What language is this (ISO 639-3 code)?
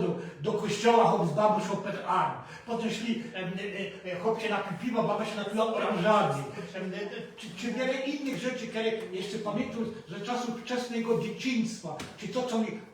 szl